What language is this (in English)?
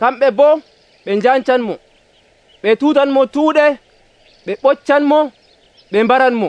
Nigerian Fulfulde